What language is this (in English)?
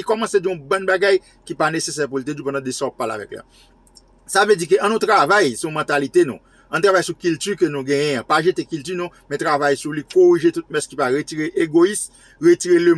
Haitian Creole